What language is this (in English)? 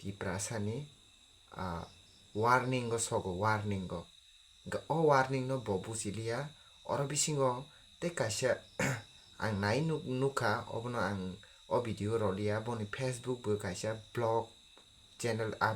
Kok Borok